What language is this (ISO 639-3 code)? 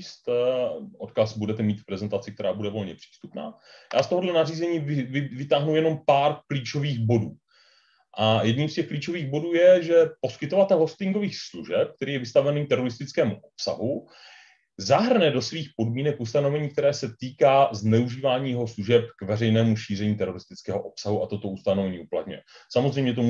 ces